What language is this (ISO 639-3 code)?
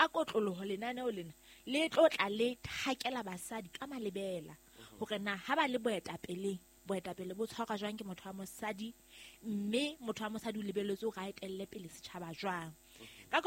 sot